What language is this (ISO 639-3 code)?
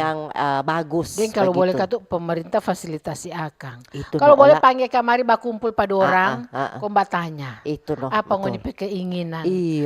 xmm